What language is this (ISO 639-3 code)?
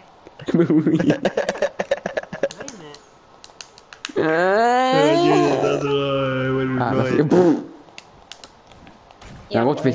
fra